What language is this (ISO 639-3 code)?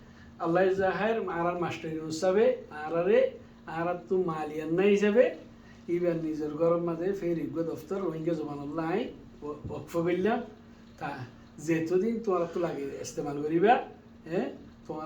rhg